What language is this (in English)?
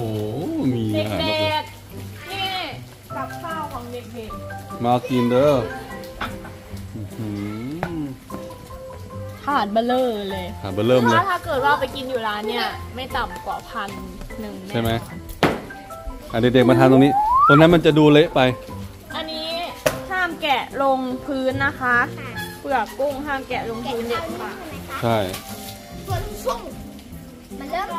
Thai